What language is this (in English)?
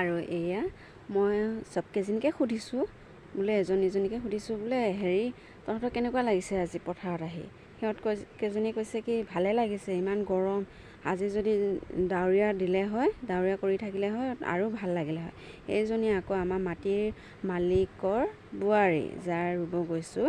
Assamese